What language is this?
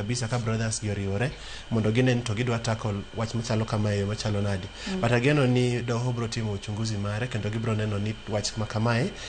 Luo (Kenya and Tanzania)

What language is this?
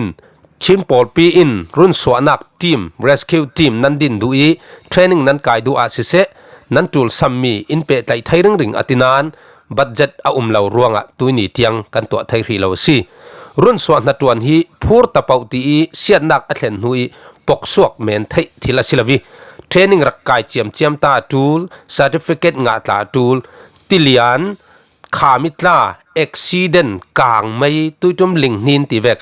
Falam Chin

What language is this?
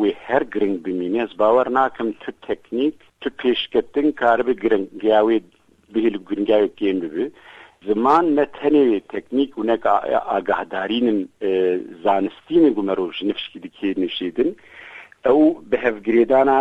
Kurdish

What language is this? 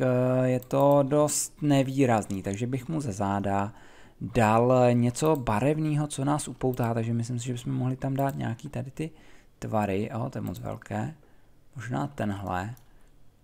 Czech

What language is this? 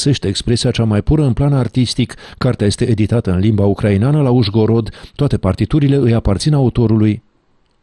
Romanian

